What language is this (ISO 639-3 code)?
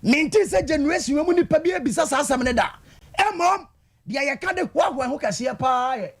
aka